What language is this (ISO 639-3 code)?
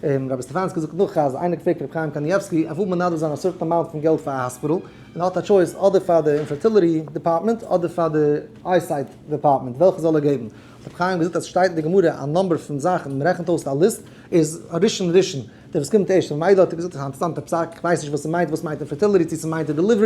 yid